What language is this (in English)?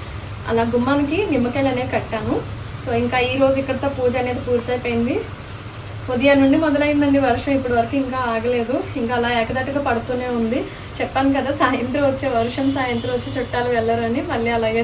Telugu